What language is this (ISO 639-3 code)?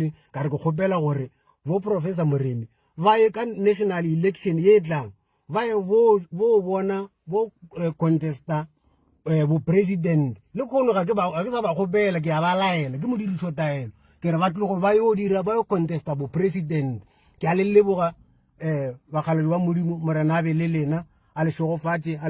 nso